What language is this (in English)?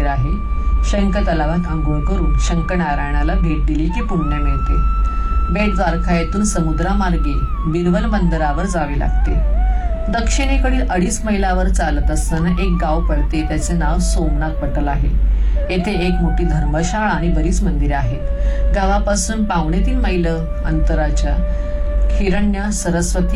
Marathi